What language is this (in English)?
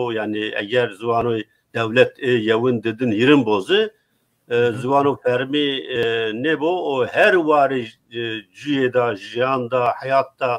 Zaza